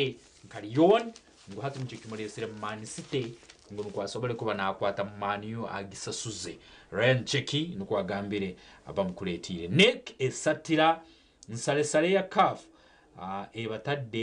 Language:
Nyankole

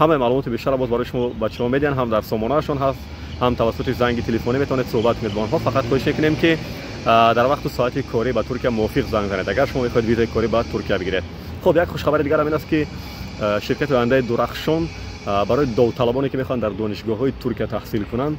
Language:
Tajik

